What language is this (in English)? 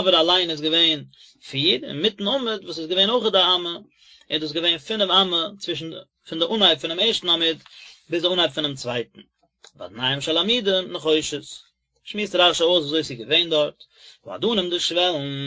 Yiddish